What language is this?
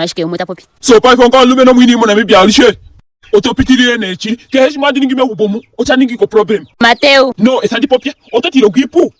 Ndonga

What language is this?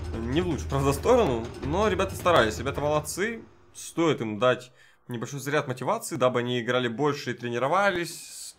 Russian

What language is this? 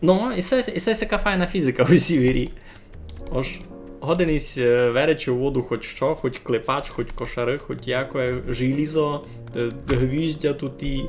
Rusyn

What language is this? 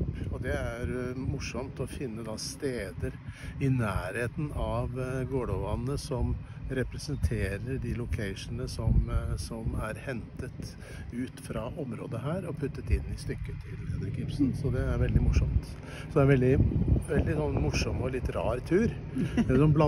Norwegian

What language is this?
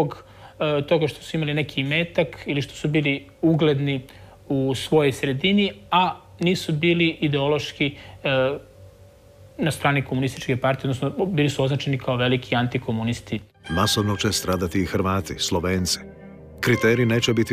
Croatian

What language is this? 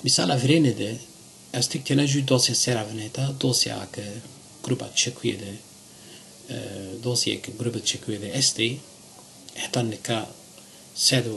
Zaza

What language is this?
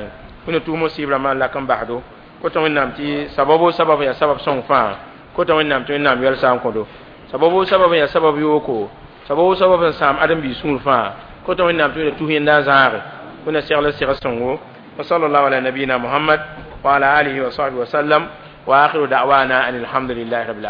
Mossi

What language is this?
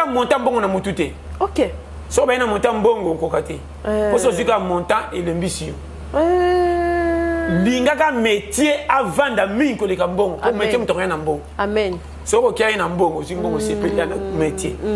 Lingala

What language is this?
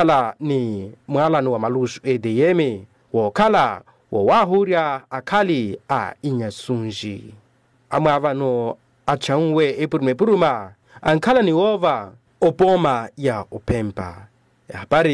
Makhuwa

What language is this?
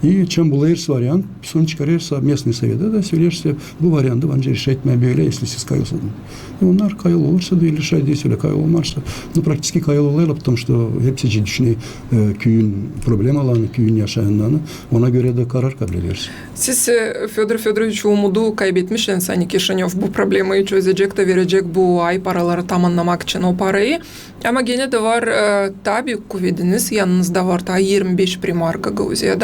Gagauz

